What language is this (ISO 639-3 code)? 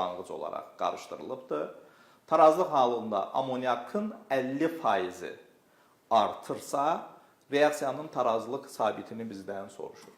aze